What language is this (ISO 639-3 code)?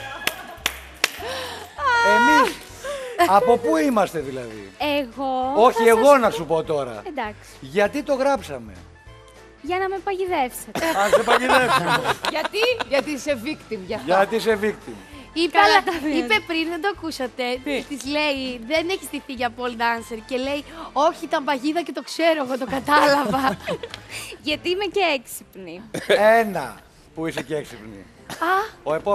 ell